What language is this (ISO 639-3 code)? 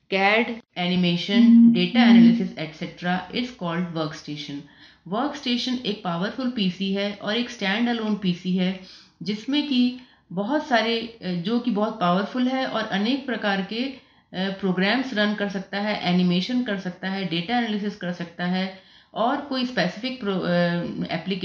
hin